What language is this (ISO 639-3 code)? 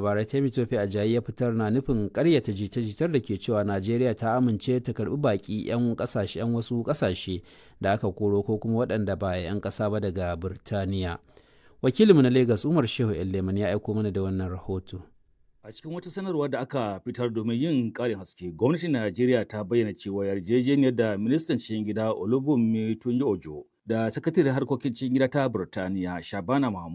hau